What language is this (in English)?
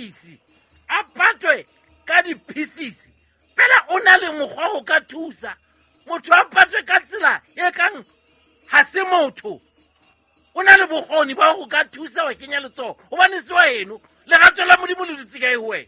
Southern Sotho